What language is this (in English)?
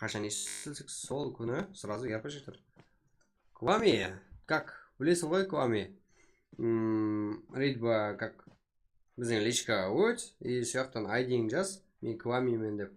Kara-Kalpak